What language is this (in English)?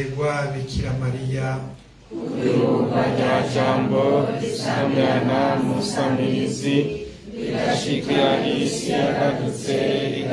Rundi